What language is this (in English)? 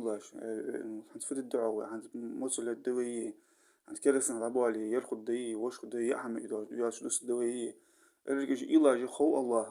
Ingush